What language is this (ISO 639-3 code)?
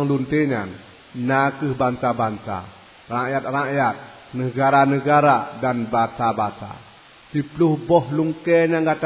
ace